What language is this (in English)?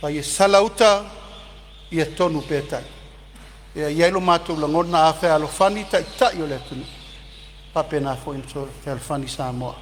Samoan